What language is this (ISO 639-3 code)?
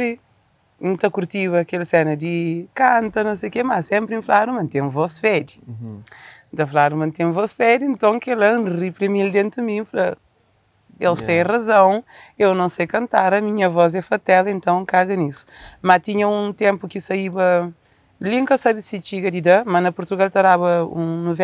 kea